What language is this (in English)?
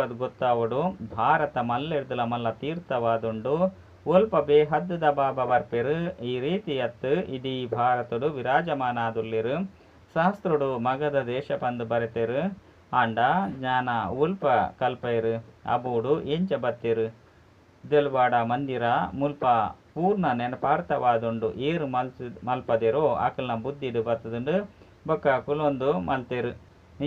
Tulu